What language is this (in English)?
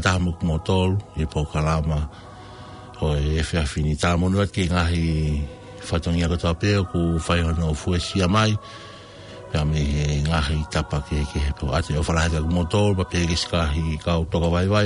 Tongan